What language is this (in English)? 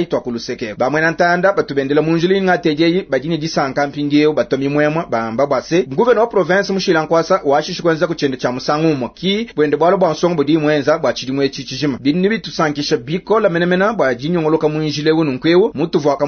Luba-Lulua